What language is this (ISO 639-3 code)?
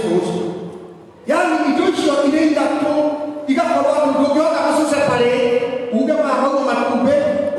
kik